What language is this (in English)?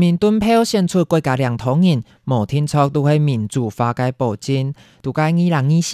Hakka Chinese